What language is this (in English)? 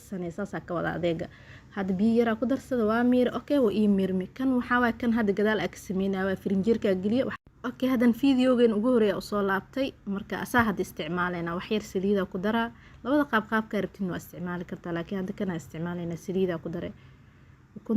Somali